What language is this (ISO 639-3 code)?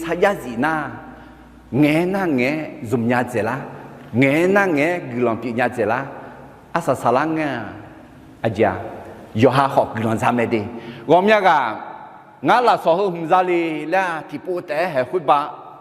ahk